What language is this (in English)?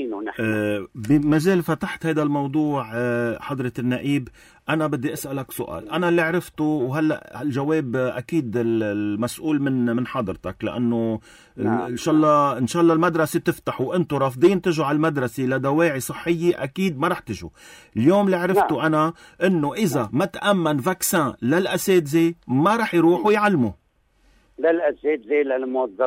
North Levantine Arabic